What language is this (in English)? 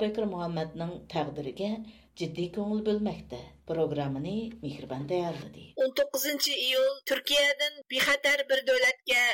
Uyghur